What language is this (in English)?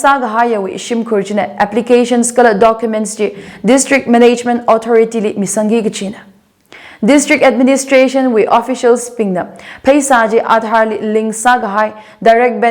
Tangkhul Naga (India)